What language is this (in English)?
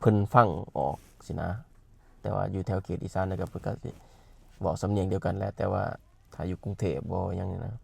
Lao